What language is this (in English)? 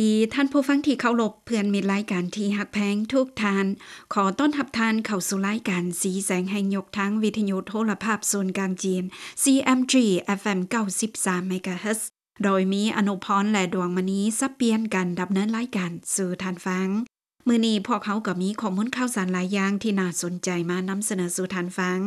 Lao